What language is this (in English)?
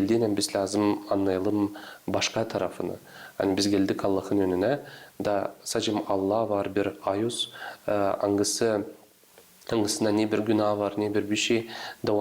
Gagauz